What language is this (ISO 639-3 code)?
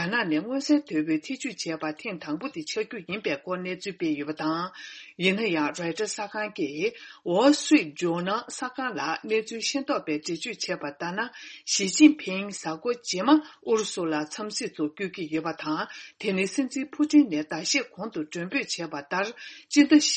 bod